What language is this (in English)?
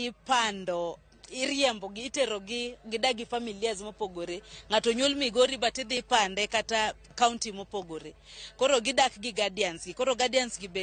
Luo (Kenya and Tanzania)